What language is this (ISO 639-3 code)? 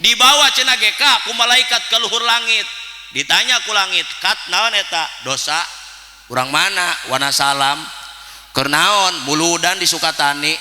sun